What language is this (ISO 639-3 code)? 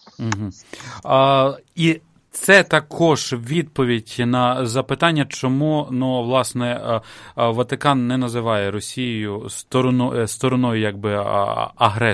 ukr